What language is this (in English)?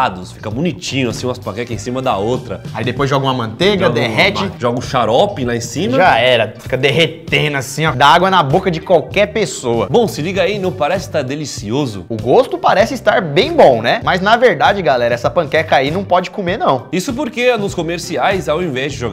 Portuguese